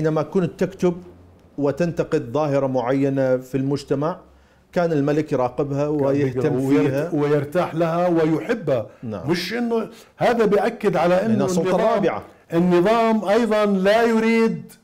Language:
Mesopotamian Arabic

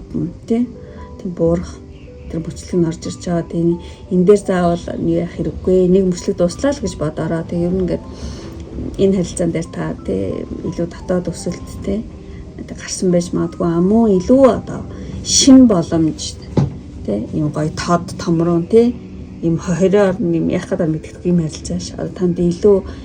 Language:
Mongolian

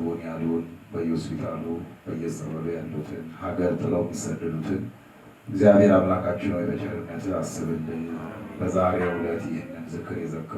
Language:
Amharic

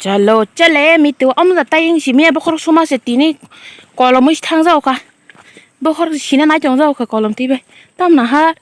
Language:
Kok Borok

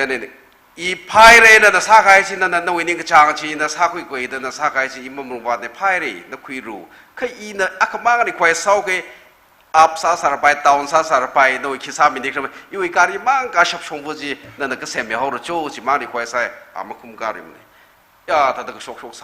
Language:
Tangkhul Naga (India)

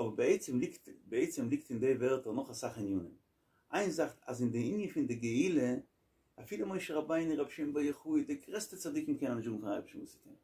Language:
Yiddish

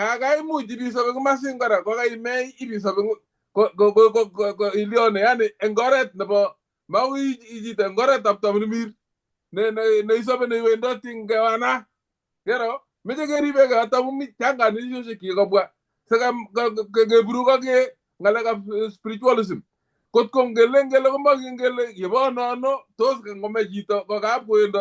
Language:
Kalenjin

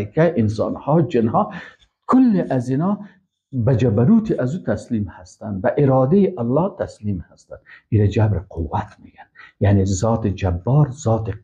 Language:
Persian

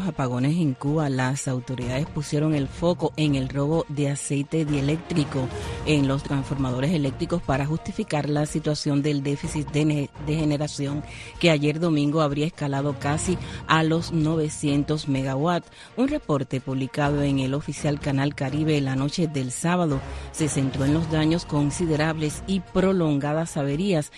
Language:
Spanish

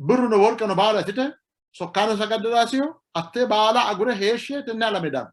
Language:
Sidamo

